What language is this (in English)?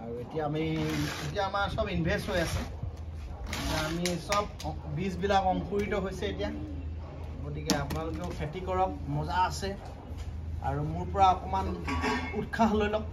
Assamese